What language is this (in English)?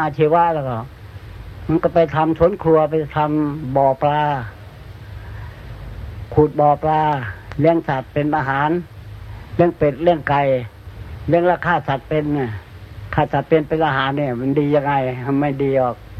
Thai